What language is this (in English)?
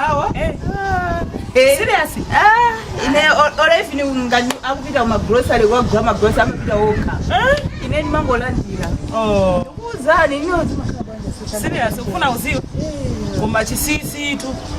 Nyanja